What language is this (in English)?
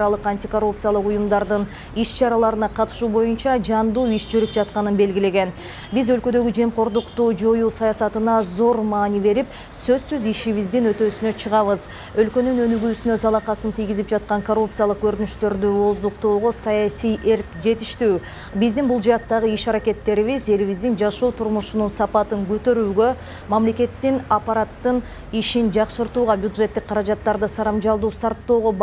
Kyrgyz